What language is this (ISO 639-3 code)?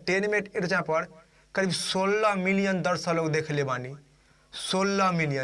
bho